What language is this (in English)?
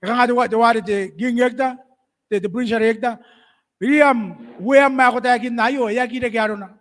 Gilbertese